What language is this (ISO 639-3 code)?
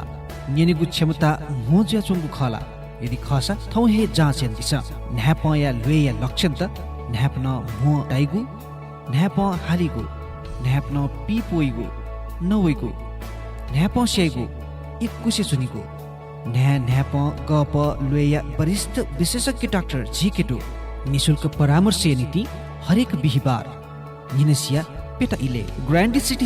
new